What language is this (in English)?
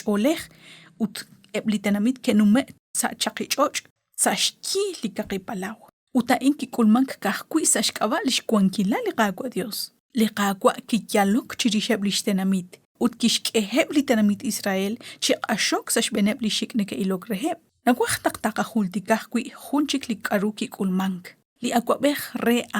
Kekchí